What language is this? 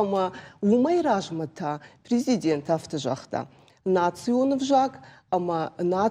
Ossetic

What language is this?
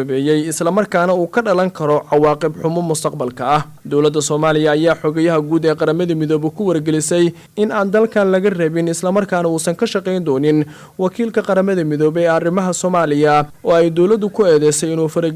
Somali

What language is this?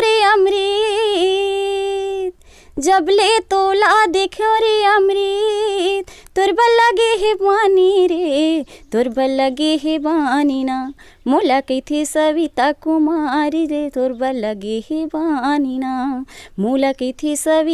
Chhattisgarhi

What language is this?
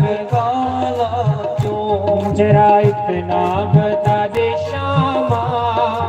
Dogri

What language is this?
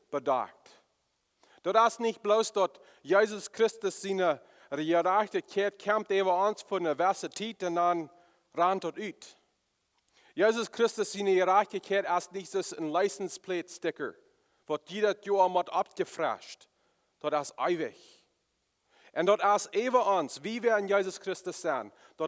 Plautdietsch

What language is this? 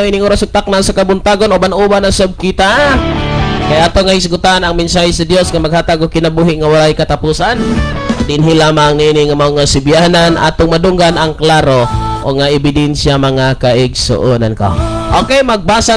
Cebuano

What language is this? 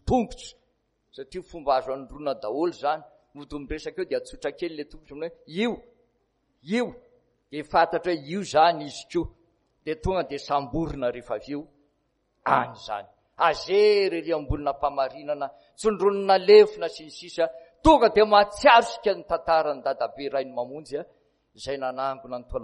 Malagasy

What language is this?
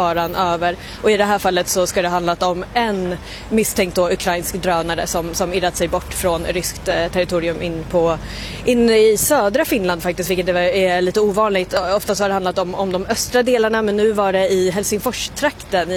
Swedish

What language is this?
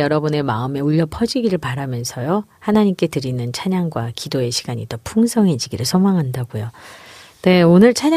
Korean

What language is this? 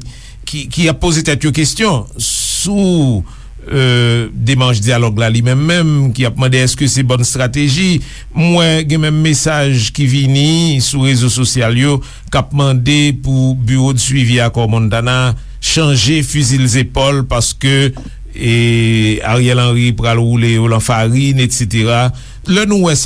Haitian Creole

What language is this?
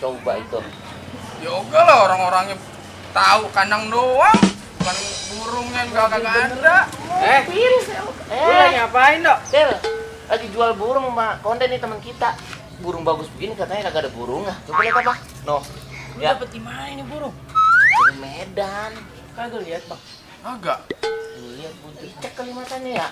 Betawi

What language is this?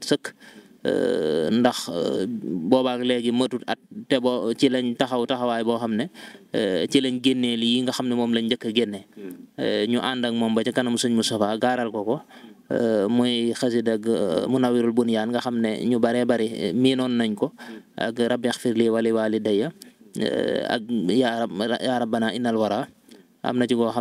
Wolof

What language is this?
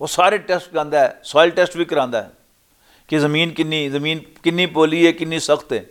Western Panjabi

